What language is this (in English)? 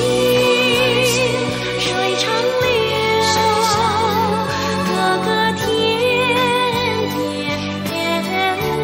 Chinese